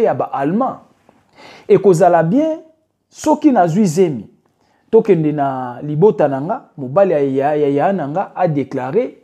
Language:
Lingala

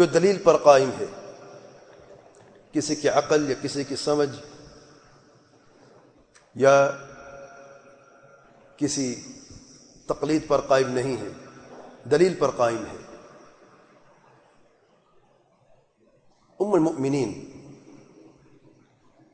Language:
Urdu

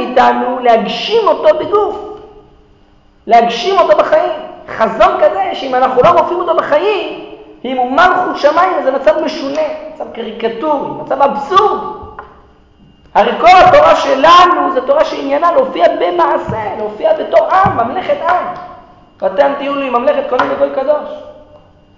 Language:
Hebrew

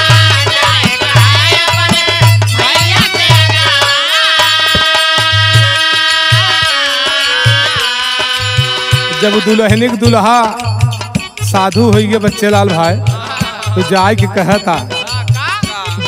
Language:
Bhojpuri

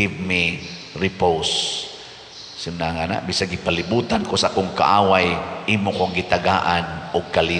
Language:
Cebuano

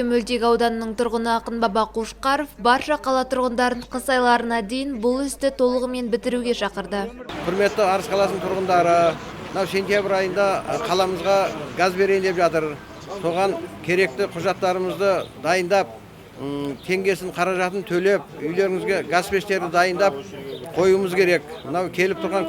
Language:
Kazakh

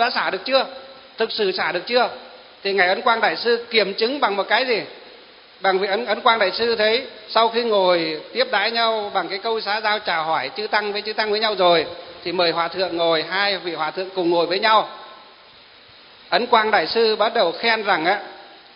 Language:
Vietnamese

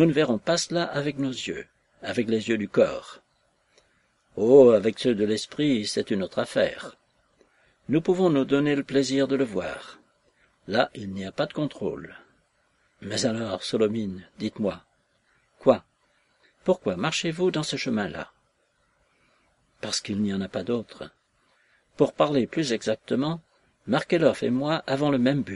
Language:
French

